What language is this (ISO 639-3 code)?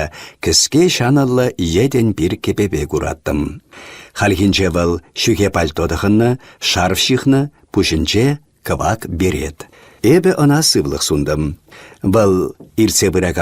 chv